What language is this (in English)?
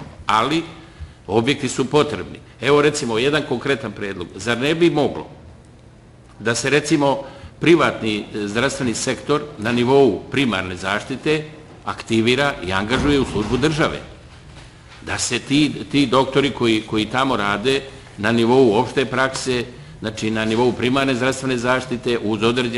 Serbian